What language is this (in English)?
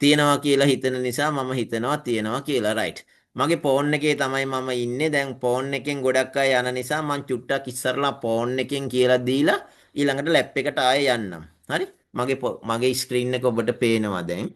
Sinhala